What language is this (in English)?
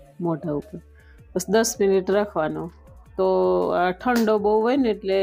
Gujarati